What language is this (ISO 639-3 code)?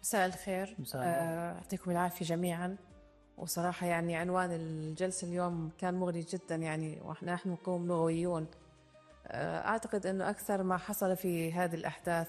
afb